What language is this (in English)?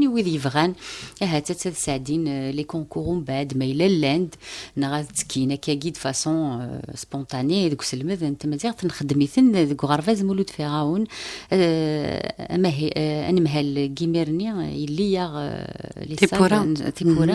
Kabyle